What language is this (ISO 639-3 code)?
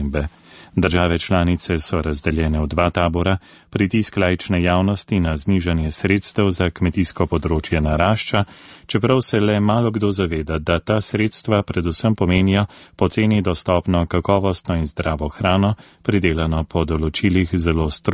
slv